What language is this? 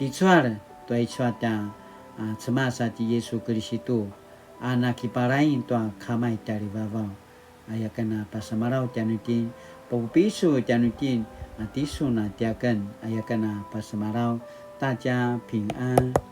Paiwan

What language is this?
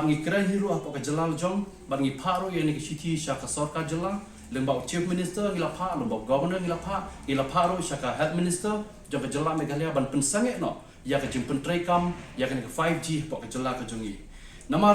Khasi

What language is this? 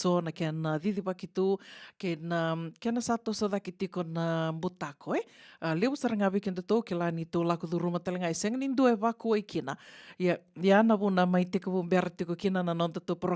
Fijian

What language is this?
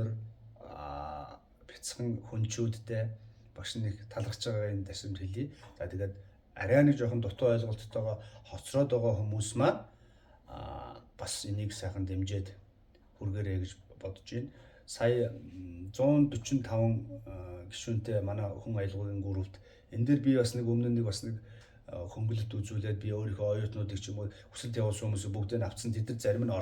Mongolian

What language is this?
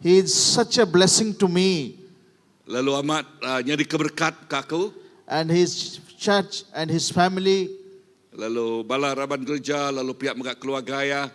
Iban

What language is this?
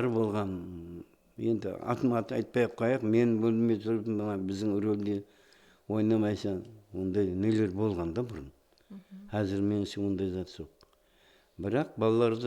Kara-Kalpak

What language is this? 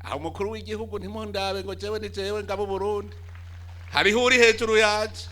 Rundi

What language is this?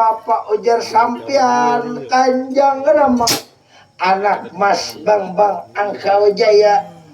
Banjar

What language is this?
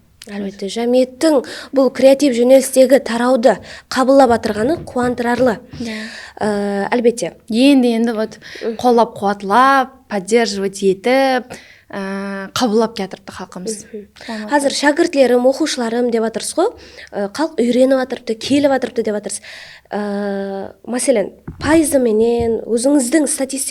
Kara-Kalpak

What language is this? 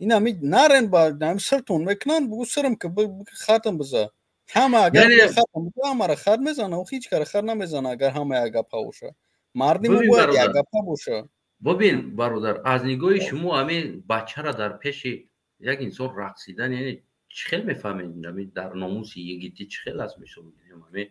Tajik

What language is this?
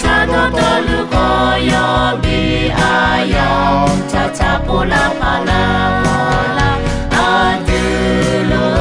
Akha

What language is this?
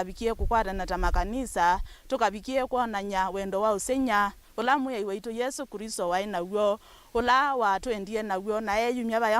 Kamba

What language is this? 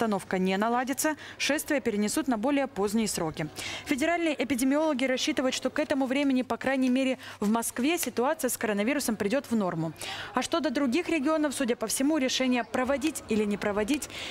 Russian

